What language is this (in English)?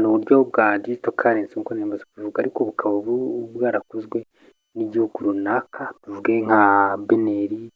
Kinyarwanda